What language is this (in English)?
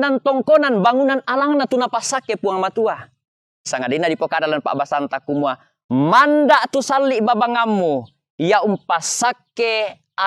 Toraja-Sa'dan